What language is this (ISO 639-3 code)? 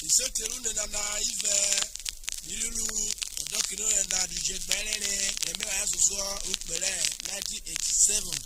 urh